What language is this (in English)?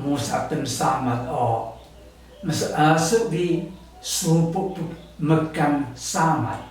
Taroko